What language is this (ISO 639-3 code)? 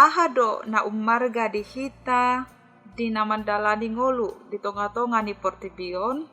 bbc